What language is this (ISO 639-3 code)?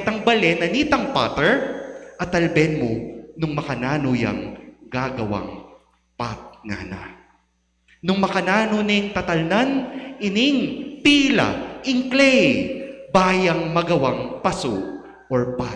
pam